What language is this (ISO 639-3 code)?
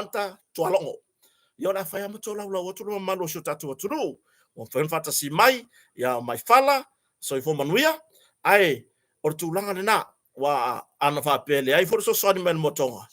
smo